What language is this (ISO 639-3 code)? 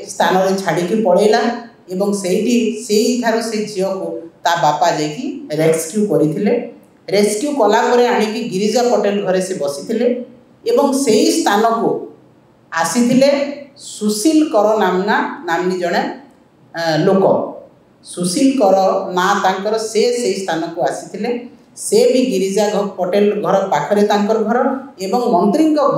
ori